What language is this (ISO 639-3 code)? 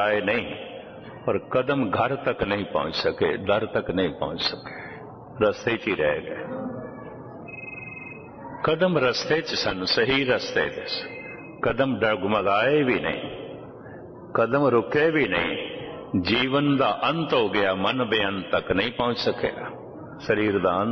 pan